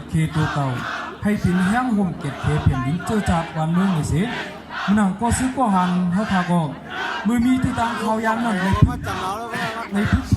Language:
Shan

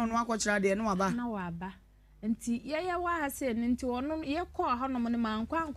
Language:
Akan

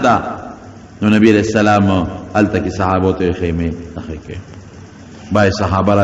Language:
Pashto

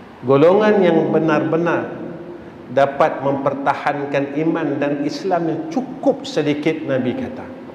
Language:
Malay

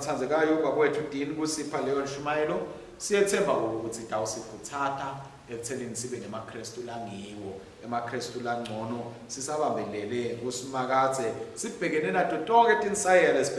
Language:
Swati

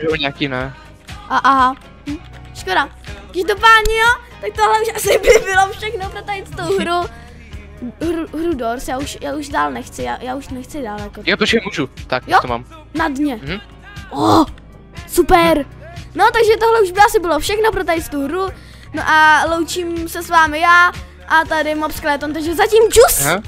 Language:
Czech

